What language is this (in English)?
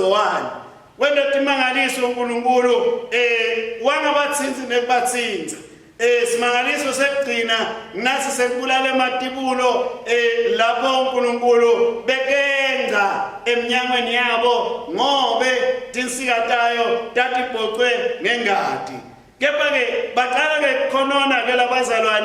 Swati